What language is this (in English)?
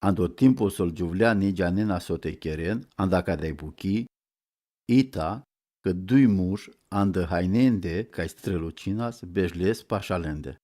Romany